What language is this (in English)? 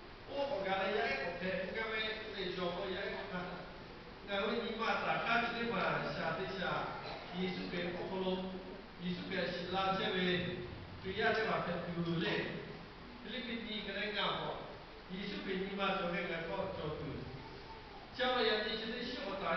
Lahu